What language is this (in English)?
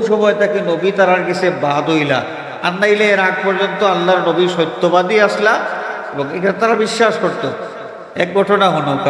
Sylheti